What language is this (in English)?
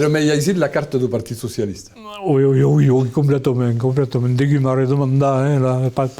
Occitan